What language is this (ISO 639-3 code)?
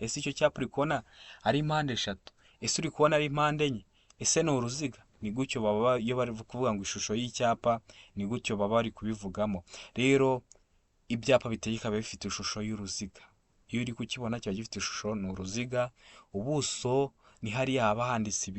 kin